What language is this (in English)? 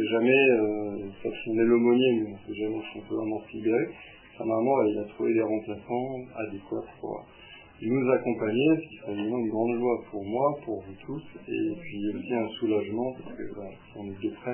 French